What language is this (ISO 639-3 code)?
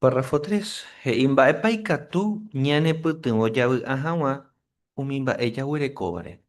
grn